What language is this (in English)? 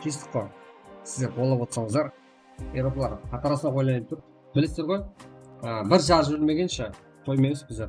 Kara-Kalpak